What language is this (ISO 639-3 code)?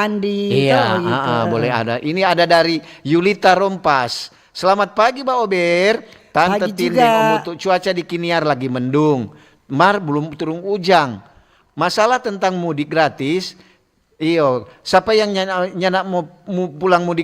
xmm